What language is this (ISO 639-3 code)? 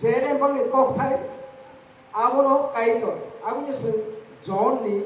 trp